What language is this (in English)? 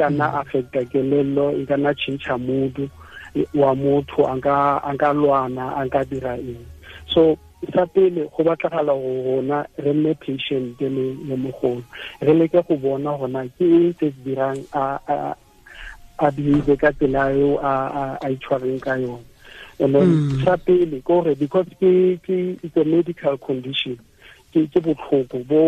Tswana